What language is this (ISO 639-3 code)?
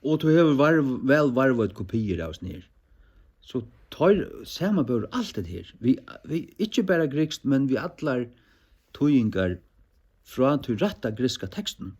fao